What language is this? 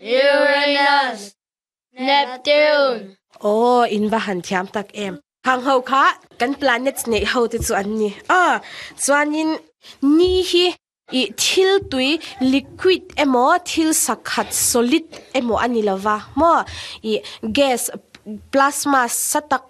Mizo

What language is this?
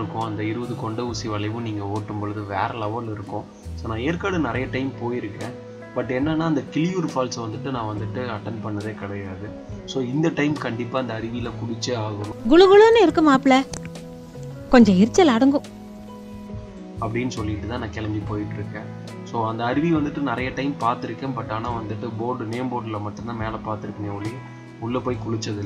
Tamil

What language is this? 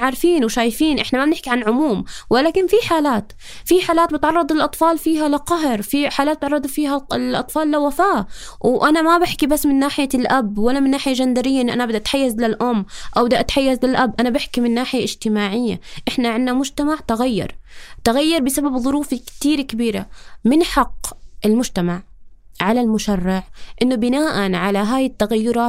North Levantine Arabic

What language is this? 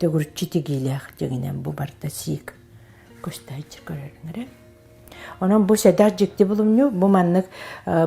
Yakut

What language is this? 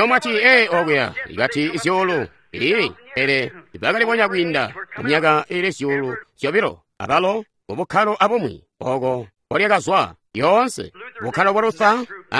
Tonga (Zambia)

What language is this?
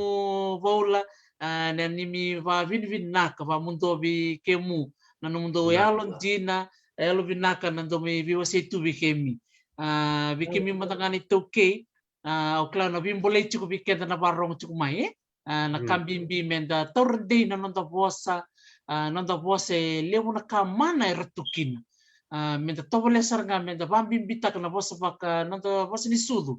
Fijian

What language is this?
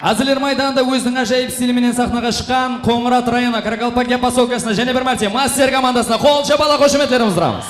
Kara-Kalpak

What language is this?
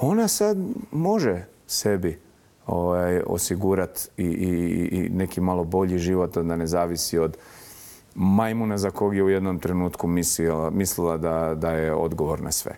Bosnian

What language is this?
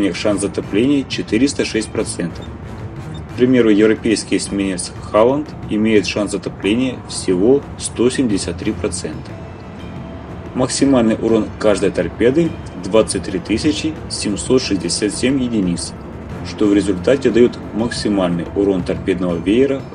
Russian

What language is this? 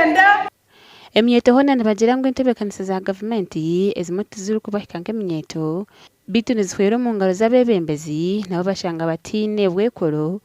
Nyankole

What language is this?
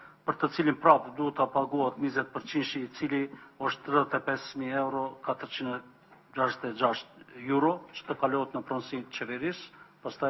Albanian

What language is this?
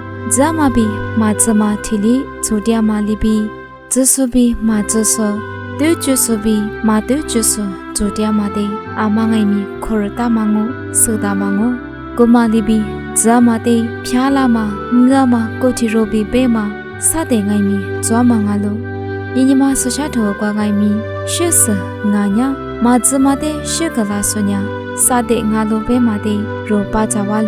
Lisu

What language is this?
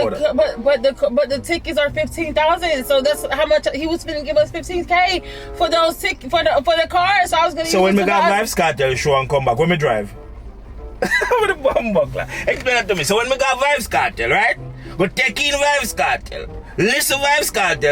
Jamaican Creole English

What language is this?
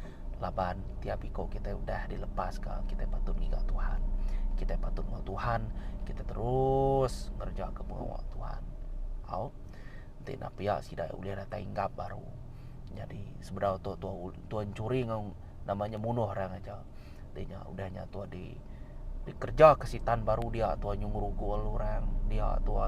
Iban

